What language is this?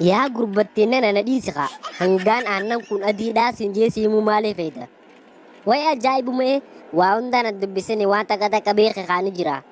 Oromo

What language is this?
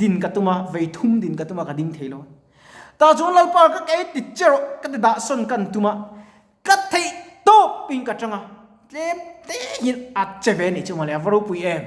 Mizo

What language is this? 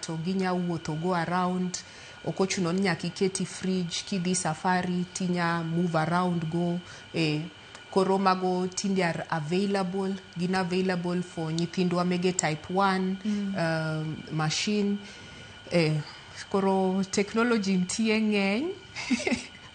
Luo (Kenya and Tanzania)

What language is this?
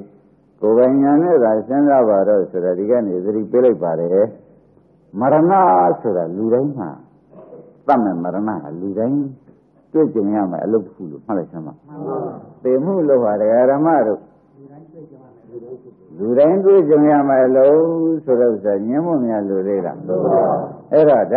Burmese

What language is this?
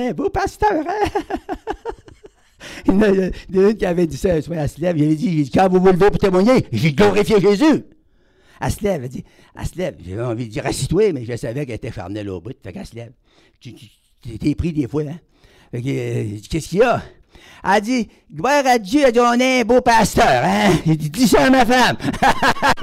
French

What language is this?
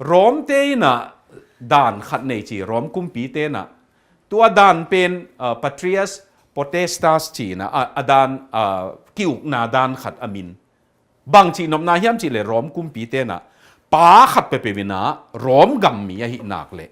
Tedim Chin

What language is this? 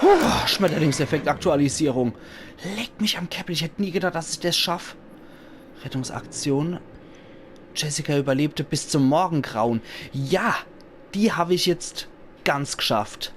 Palatine German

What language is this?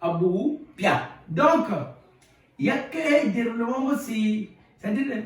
Kituba (Democratic Republic of Congo)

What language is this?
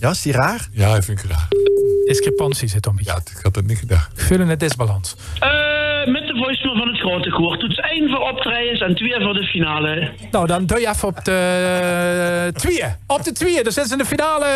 Limburgish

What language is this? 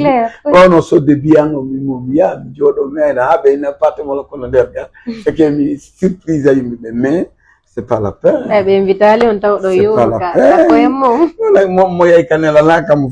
Fula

